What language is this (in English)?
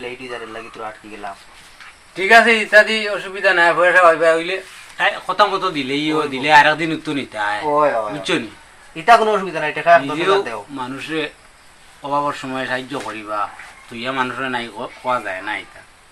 Sylheti